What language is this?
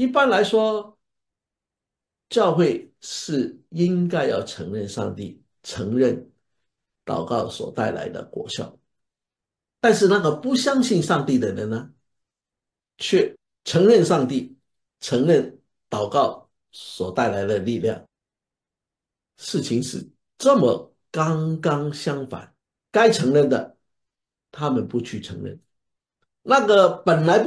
Chinese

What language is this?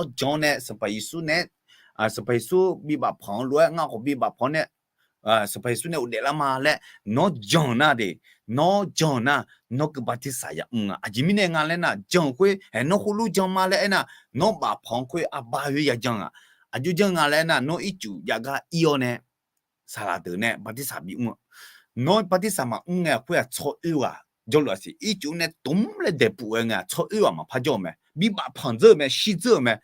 Akha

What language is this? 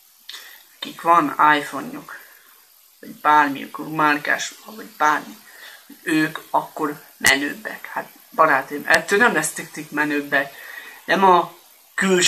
Hungarian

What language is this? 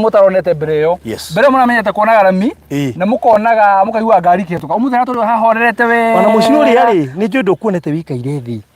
Kikuyu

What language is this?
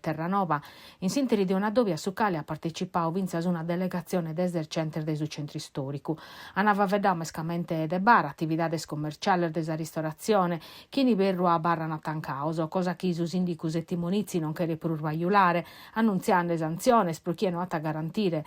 Sardinian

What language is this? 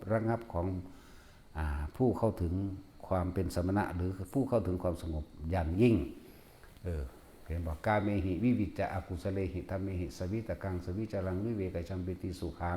Northeastern Thai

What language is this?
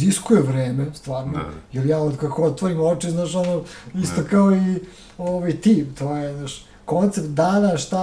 Serbian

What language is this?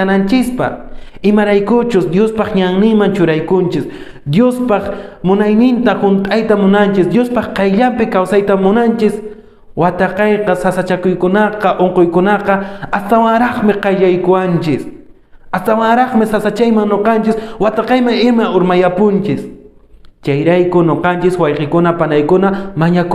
Quechua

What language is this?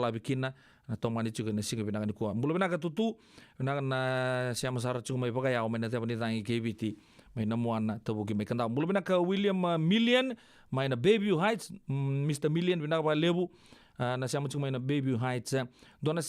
Fijian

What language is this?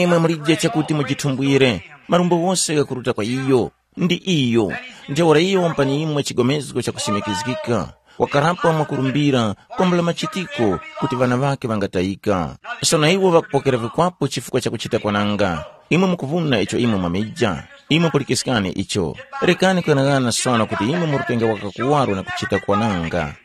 Tumbuka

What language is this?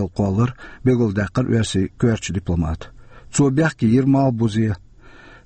Chechen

